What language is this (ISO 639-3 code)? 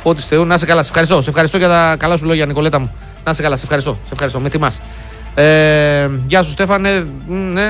ell